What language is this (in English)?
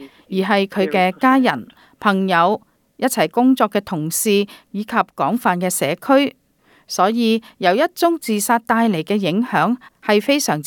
Cantonese